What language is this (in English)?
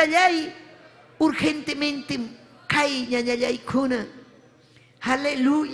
Ayacucho Quechua